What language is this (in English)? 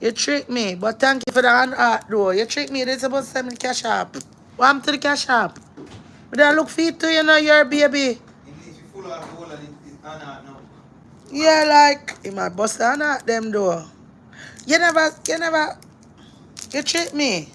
Jamaican Creole English